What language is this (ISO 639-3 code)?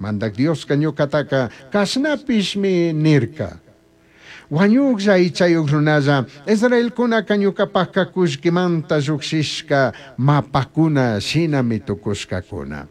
qug